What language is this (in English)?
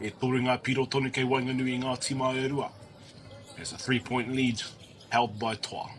Māori